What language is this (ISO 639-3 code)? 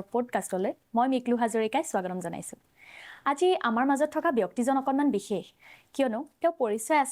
asm